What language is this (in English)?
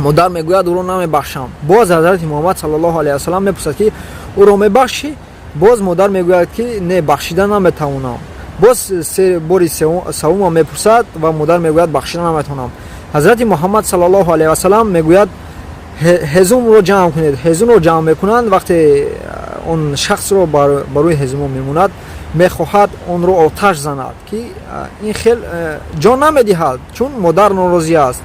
Tajik